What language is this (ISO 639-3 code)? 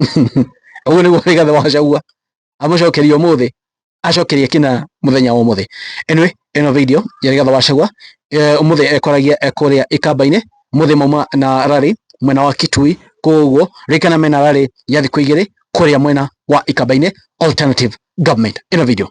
kik